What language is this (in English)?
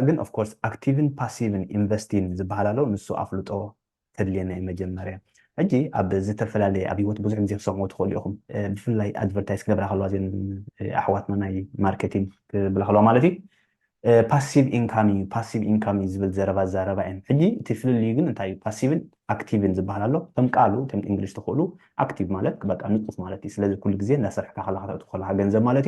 Tigrinya